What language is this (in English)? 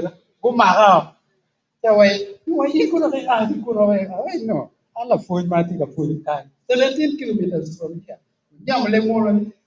Acoli